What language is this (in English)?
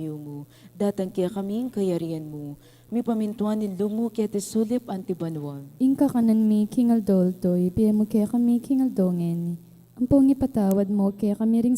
Pampanga